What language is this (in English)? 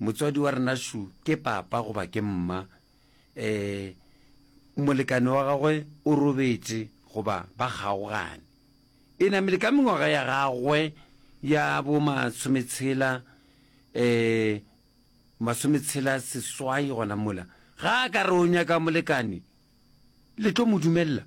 Northern Sotho